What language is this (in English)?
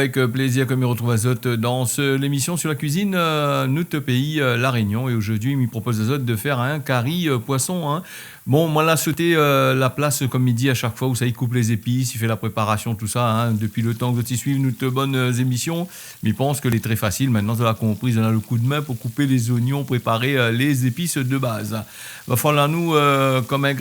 Réunion Creole French